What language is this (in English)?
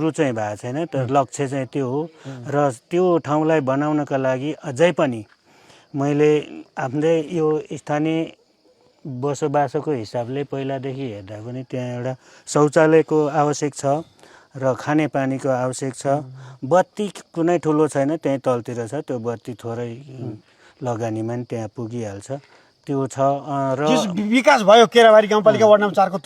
Nepali